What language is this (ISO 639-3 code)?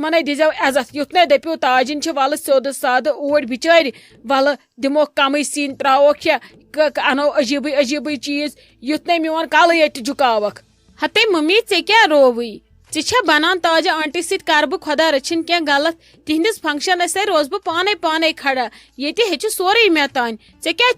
kas